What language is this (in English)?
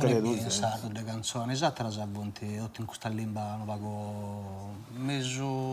Sardinian